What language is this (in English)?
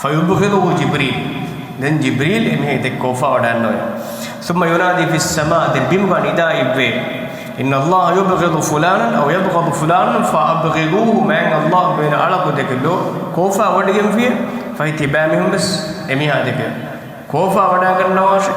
Divehi